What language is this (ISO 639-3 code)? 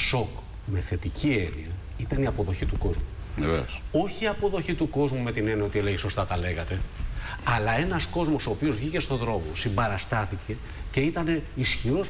ell